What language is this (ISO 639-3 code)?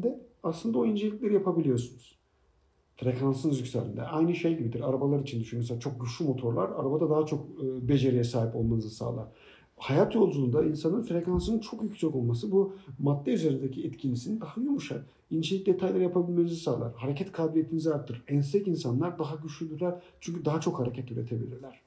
tur